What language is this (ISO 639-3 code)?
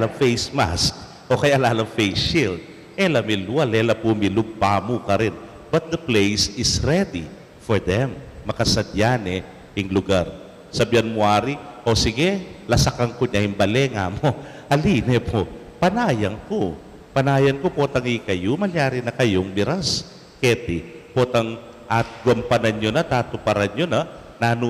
pam